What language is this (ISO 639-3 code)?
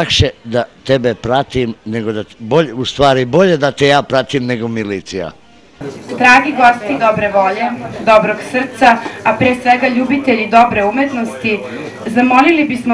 srp